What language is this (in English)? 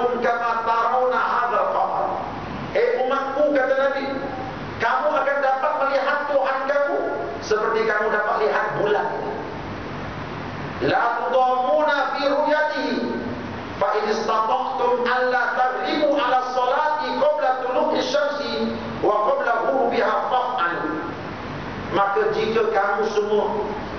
Malay